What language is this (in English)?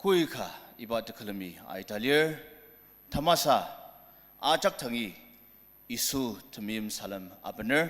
Ao Naga